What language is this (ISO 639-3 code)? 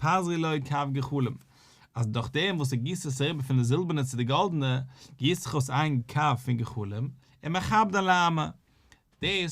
yid